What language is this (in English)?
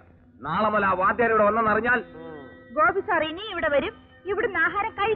Malayalam